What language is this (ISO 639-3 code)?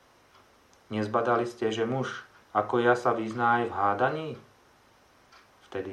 slk